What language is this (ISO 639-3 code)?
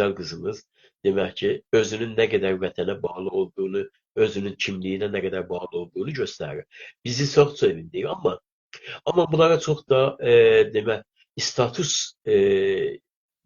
azb